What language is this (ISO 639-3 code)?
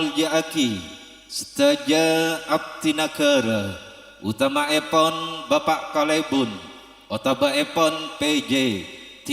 mad